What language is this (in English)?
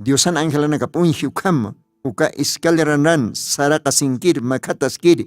Aymara